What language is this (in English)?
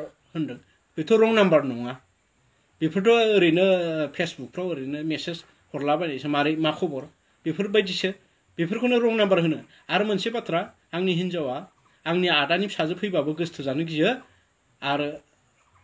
Bodo